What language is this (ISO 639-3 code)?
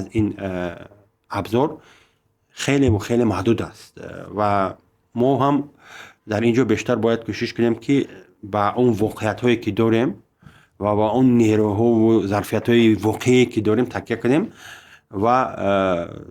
tgk